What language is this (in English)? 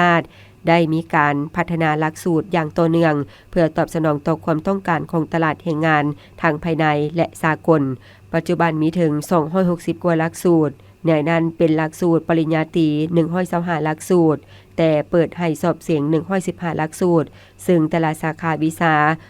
Lao